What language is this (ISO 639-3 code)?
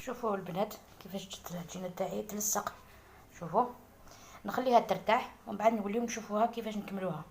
arq